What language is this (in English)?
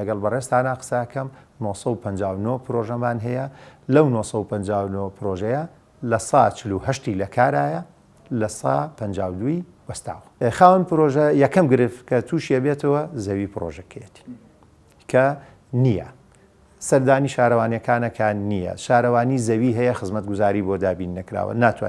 Central Kurdish